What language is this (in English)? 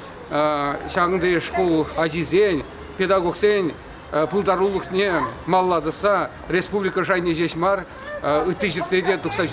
Chuvash